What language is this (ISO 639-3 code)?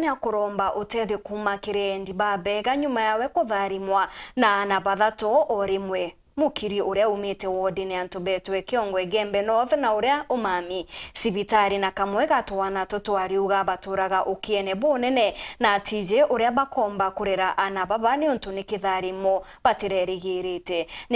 mer